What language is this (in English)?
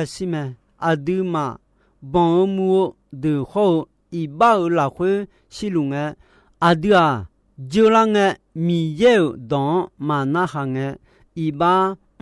Akha